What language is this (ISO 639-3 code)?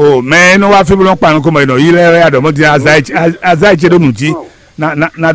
fon